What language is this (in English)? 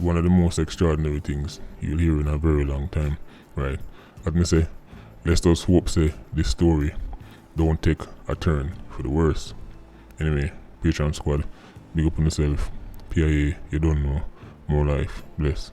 Jamaican Creole English